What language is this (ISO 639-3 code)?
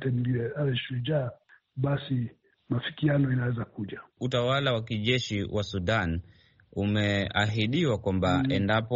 swa